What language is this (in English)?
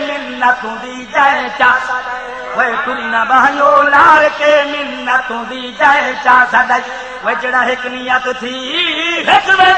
Saraiki